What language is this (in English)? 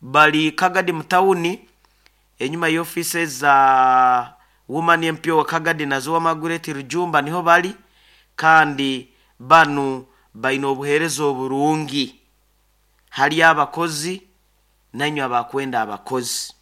Nyoro